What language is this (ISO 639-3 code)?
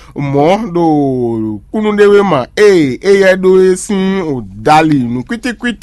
fon